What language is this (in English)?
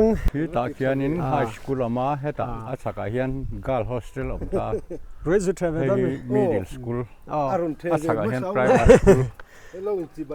Mizo